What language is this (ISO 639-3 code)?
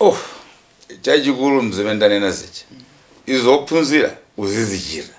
nya